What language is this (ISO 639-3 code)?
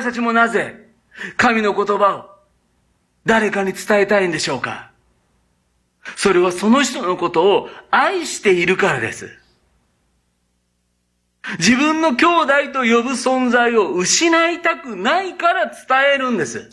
jpn